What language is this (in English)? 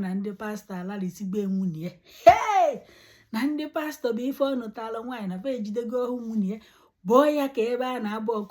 Igbo